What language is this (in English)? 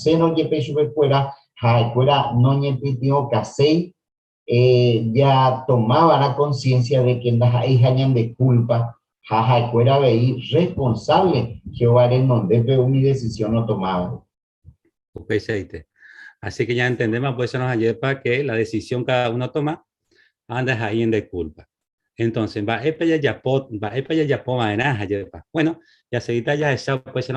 Guarani